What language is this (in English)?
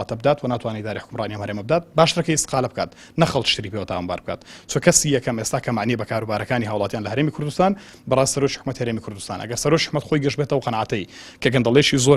Central Kurdish